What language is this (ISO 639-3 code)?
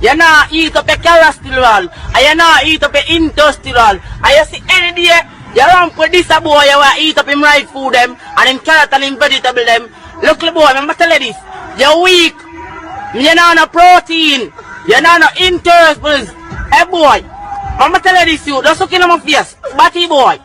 jam